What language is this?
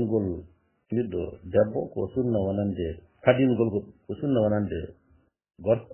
Fula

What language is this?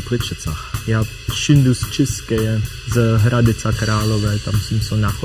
Upper Sorbian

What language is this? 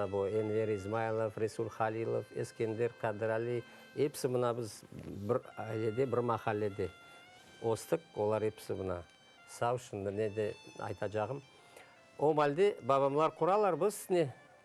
Crimean Tatar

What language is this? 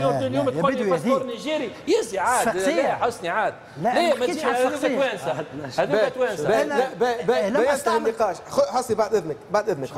Tunisian Arabic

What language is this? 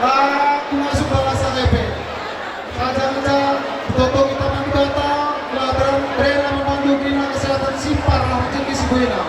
Batak Karo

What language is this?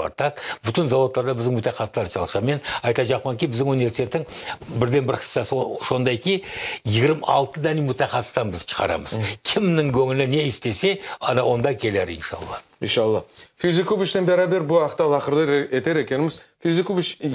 Crimean Tatar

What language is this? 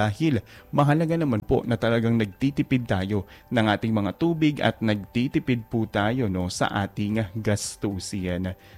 Filipino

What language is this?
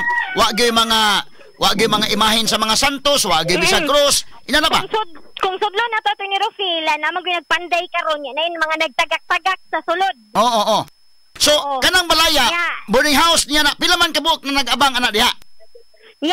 Cebuano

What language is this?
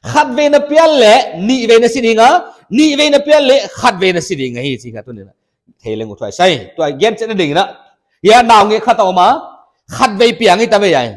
Paite Chin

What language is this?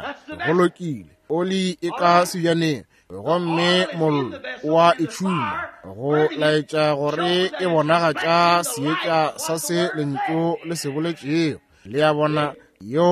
Northern Sotho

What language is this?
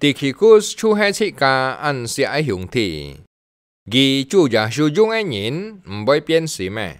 Hakka Chinese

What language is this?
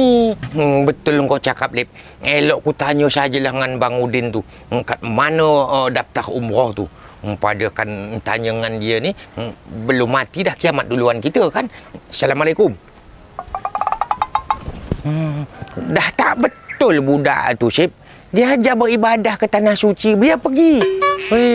Malay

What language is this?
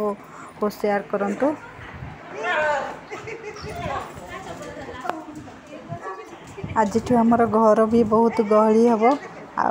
Odia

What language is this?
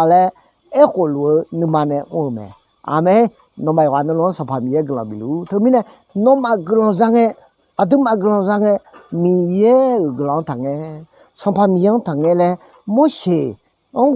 Akha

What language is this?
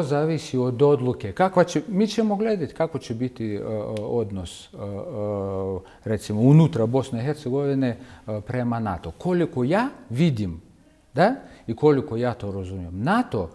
Bosnian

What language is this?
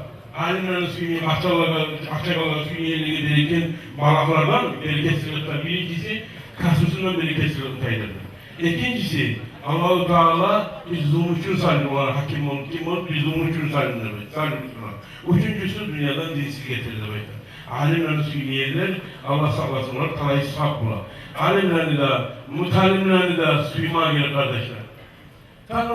Kumyk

